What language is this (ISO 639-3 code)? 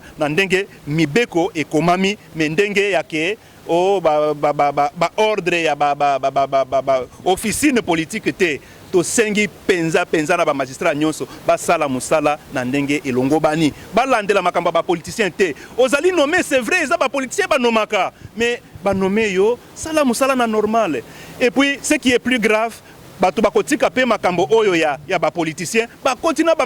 lin